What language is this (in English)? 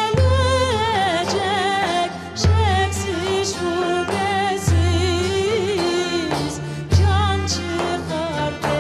Crimean Tatar